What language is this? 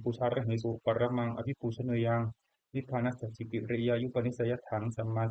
Pali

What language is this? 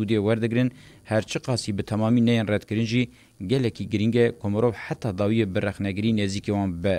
Kurdish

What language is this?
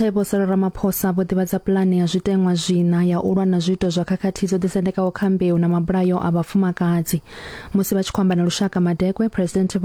Venda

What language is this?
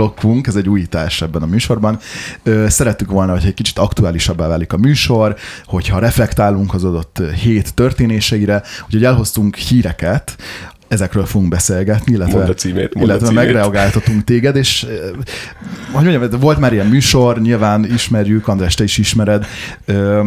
Hungarian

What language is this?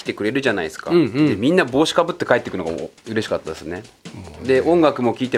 Japanese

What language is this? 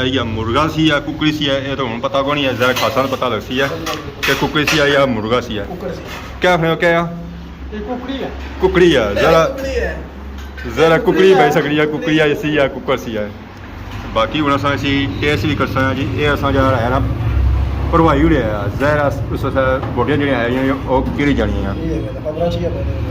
Pahari-Potwari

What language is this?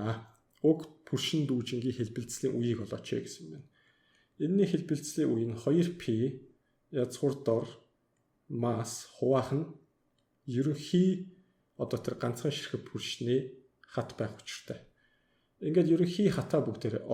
Mongolian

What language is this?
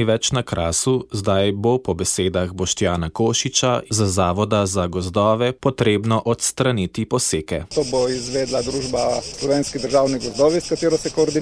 Slovenian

